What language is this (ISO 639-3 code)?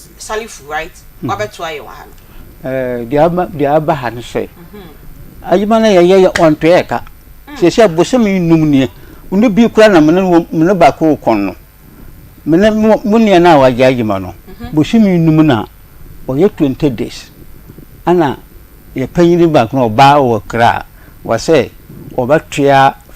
aka